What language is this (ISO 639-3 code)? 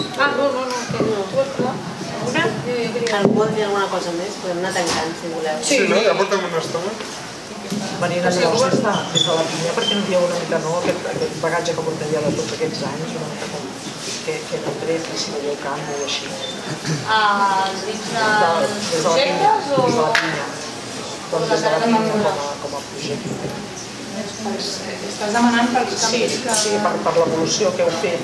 cat